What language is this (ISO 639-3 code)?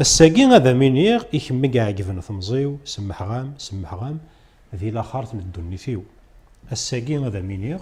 kab